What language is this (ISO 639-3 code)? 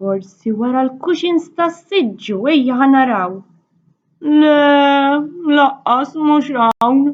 mlt